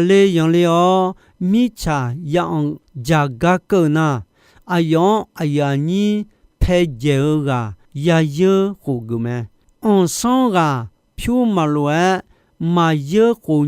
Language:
Akha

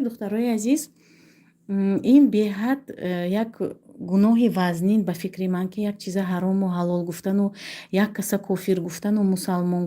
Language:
Tajik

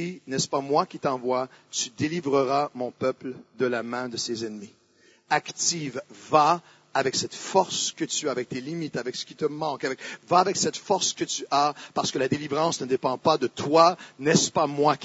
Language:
French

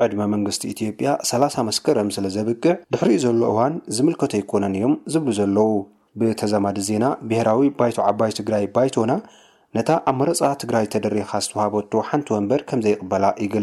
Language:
Tigrinya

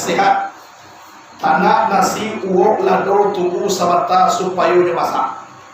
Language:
Minangkabau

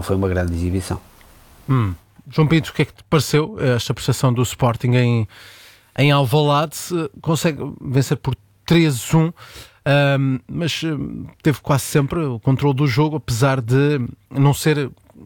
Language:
Portuguese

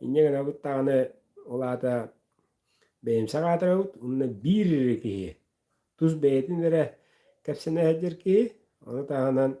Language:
Yakut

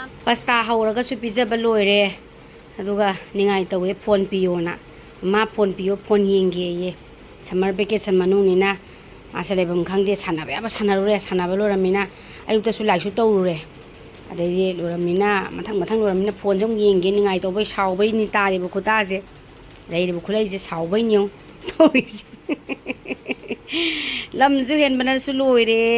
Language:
Manipuri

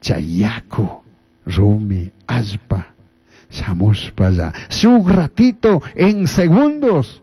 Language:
Chimborazo Highland Quichua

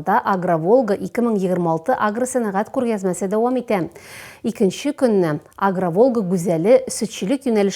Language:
Tatar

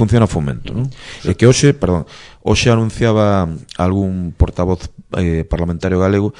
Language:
Galician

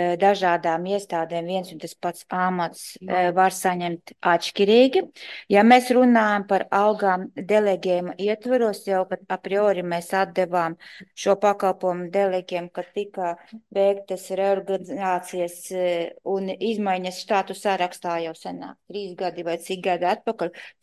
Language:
Latvian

